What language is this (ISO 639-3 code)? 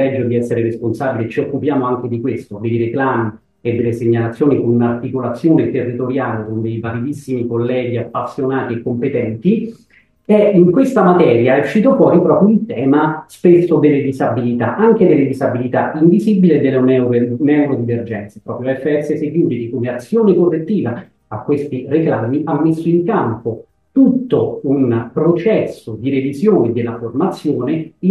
ita